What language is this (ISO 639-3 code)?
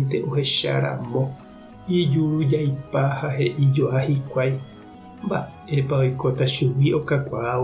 grn